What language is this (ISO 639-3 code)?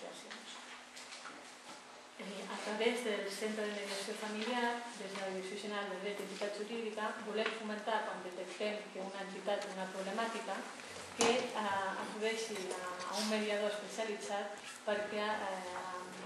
cat